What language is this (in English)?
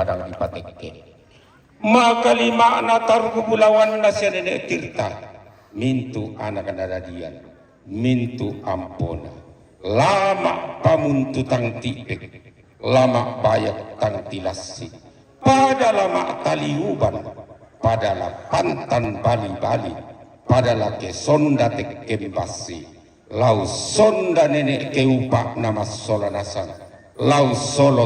Toraja-Sa'dan